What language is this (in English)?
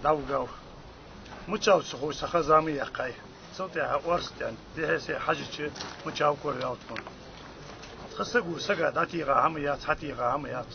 Ingush